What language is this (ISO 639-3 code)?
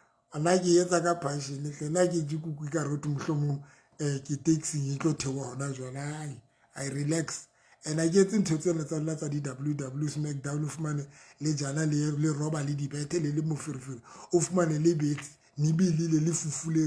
sot